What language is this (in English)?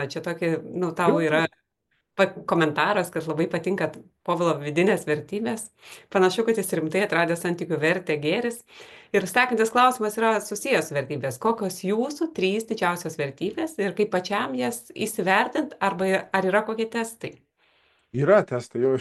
Lithuanian